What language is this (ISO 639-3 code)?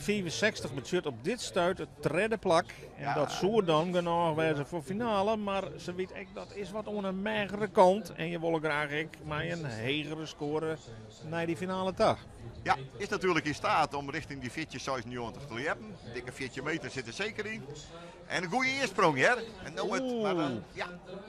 fry